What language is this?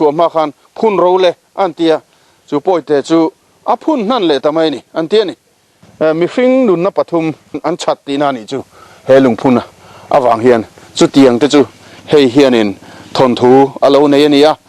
Mizo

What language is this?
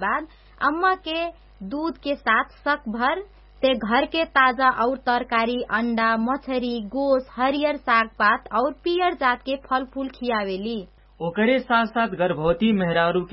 Bhojpuri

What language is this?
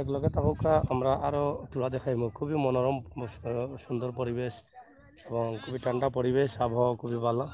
Sylheti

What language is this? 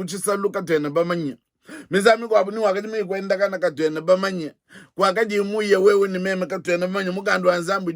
Luba-Lulua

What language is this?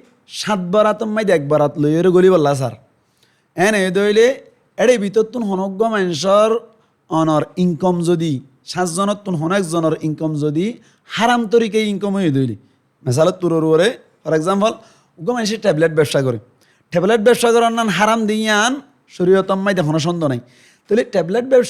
Rohingya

